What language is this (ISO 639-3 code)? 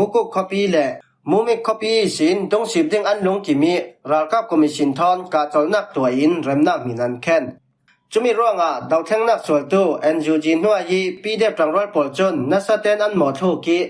cfm